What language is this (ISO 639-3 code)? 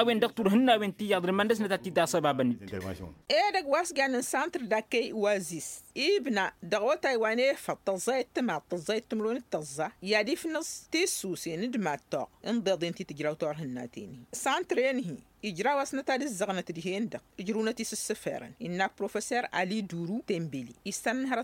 taq